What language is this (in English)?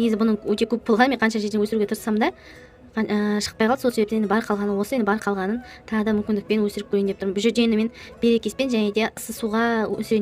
Kazakh